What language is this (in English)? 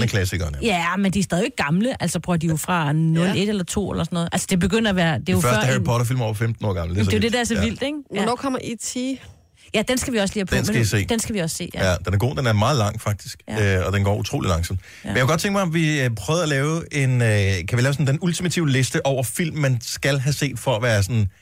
Danish